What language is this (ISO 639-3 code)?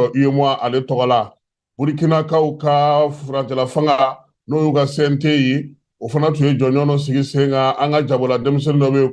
bam